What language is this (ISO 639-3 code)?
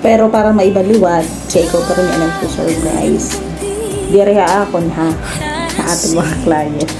war